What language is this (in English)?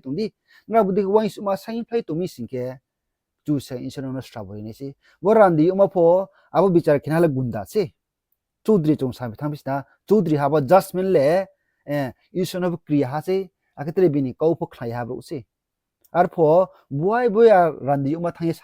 Riang (India)